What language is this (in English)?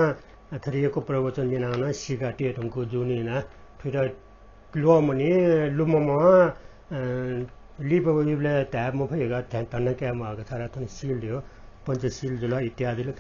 Newari